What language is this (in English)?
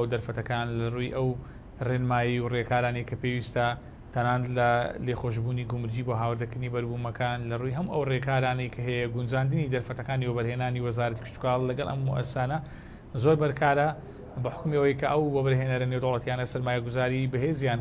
Central Kurdish